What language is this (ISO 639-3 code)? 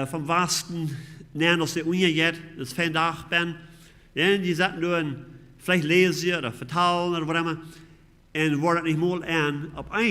pdt